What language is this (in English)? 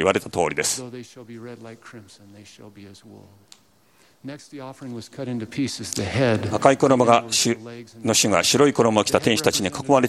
Japanese